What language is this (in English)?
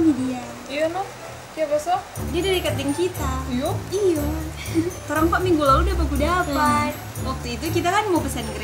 Manado Malay